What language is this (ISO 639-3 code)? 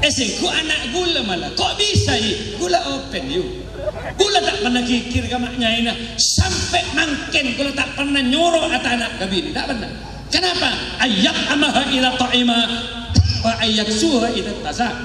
mad